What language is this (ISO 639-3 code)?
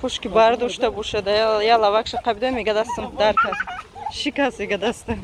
tgk